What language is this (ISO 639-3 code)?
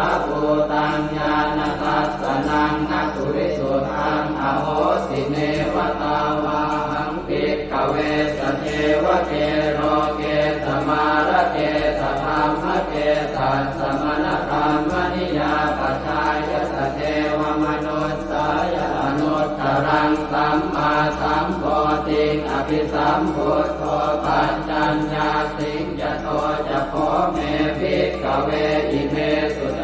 pli